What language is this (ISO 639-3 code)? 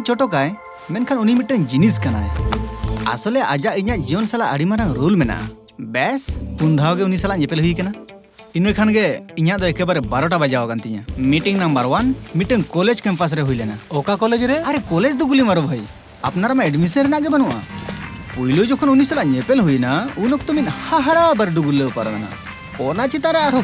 sat